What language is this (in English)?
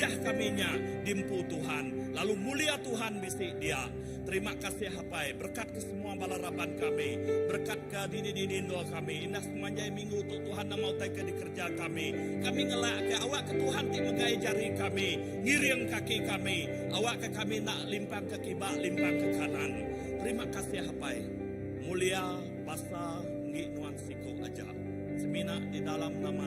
Iban